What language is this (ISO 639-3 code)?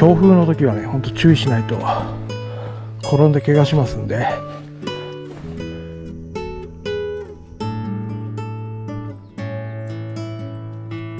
jpn